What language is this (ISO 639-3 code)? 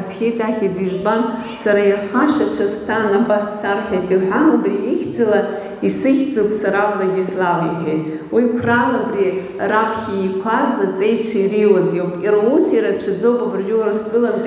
abk